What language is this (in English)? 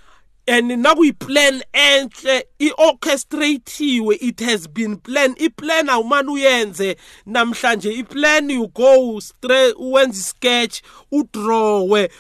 South Ndebele